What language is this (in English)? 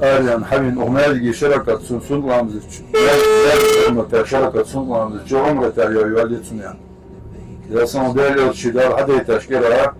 Ingush